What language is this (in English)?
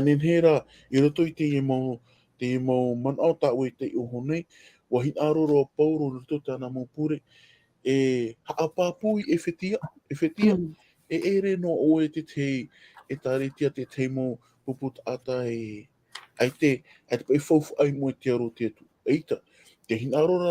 Tahitian